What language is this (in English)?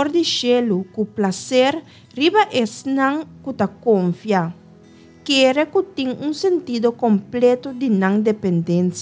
Papiamento